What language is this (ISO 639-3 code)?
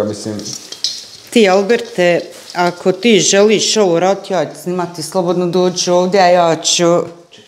hrv